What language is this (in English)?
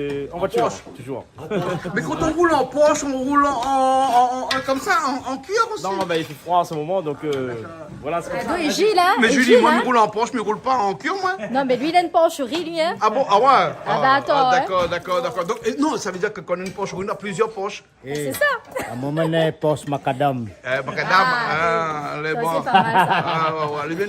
Réunion Creole French